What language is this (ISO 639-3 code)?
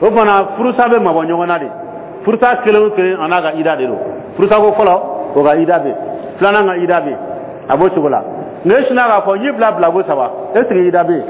dyu